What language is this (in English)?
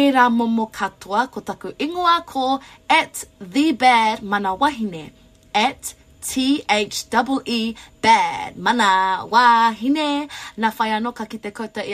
Māori